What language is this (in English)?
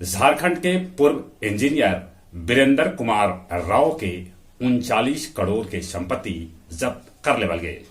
Magahi